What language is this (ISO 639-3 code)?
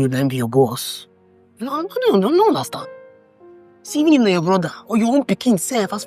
pcm